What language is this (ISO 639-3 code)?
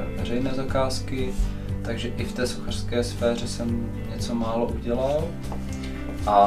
ces